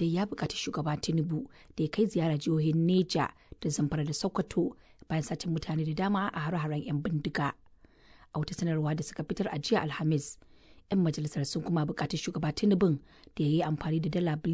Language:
Hausa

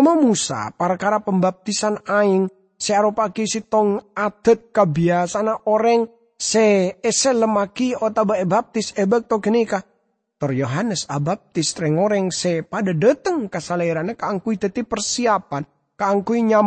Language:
Madurese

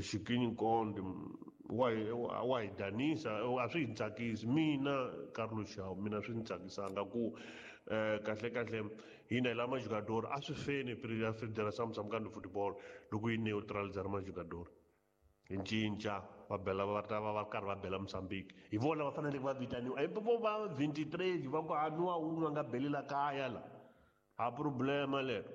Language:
Tsonga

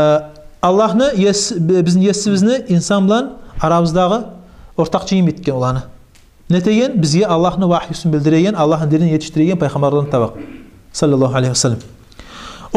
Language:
Kumyk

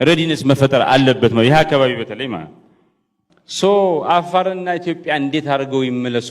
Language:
Amharic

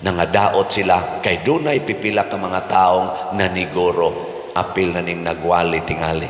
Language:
Cebuano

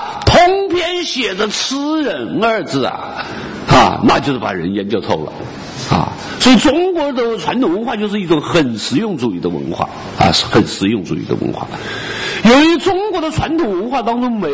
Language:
Chinese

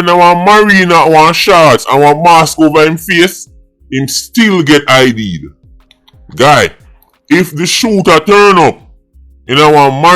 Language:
Jamaican Creole English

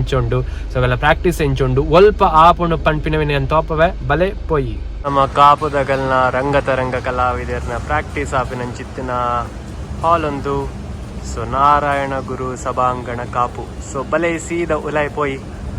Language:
Tulu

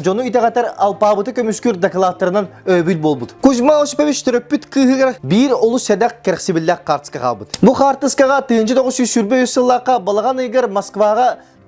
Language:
Yakut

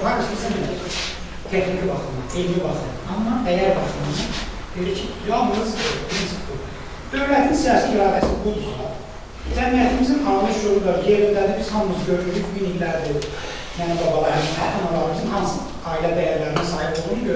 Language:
Azerbaijani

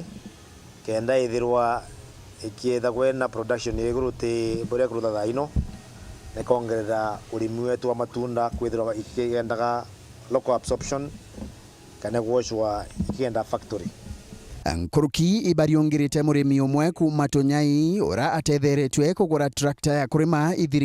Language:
Meru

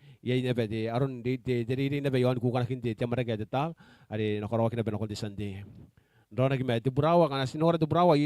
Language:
Gilbertese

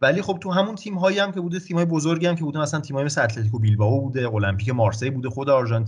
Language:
Persian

